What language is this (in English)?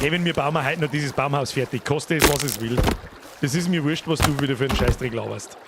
Bavarian